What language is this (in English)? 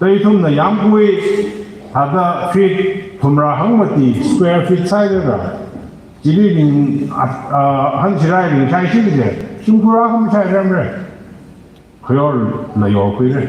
Tangkhul Naga (India)